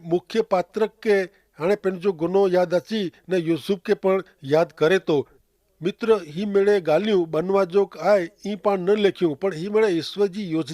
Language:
Kachhi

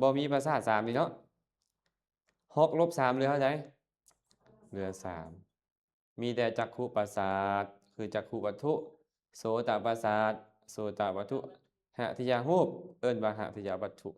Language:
Lao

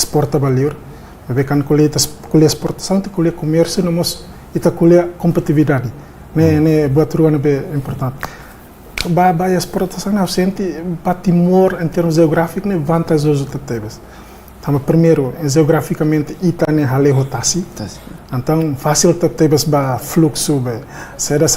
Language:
Tetum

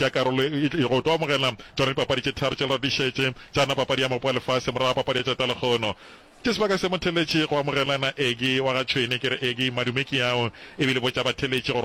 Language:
Northern Sotho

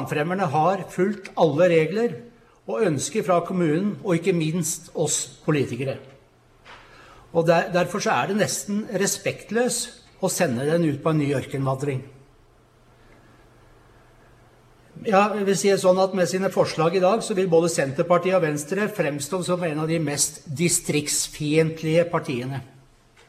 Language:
Norwegian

